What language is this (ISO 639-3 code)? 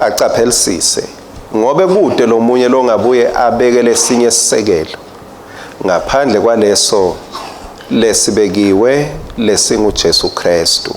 ssw